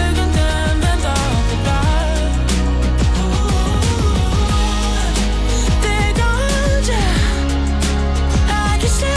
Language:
Danish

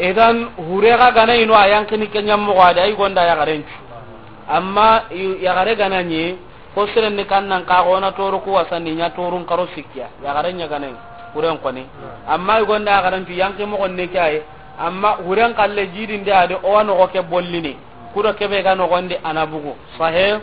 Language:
Soninke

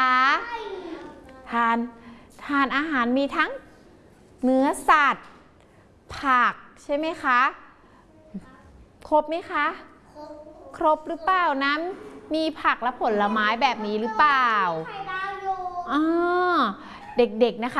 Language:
Thai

